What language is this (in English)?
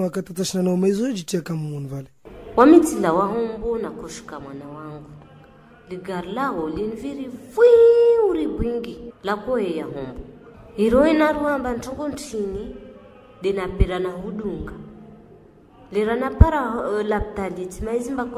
Swahili